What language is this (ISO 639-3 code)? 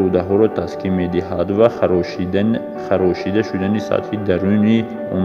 tgk